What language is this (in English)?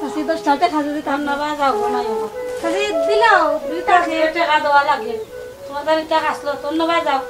Sylheti